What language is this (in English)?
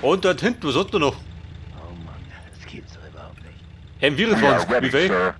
Bavarian